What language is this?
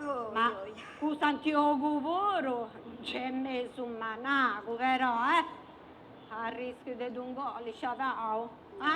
Sardinian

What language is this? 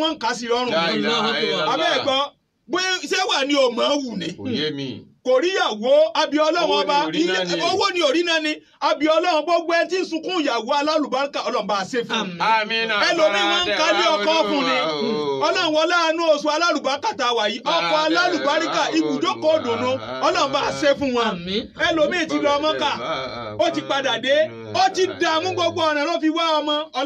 Yoruba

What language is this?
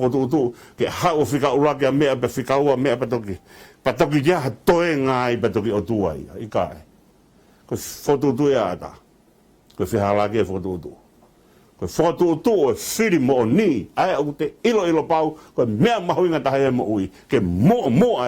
Tongan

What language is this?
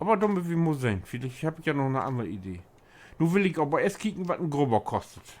Low German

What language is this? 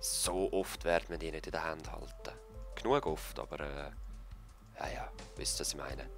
Swiss German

